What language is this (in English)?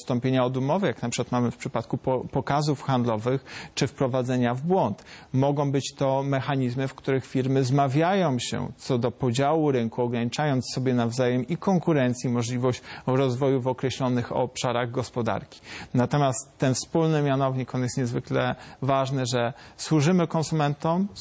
Polish